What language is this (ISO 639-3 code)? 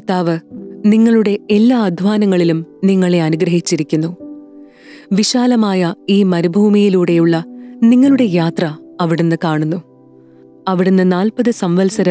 mal